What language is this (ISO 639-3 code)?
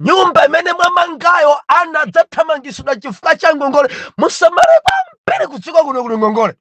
nya